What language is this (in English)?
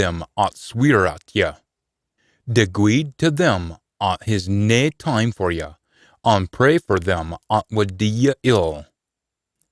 Scots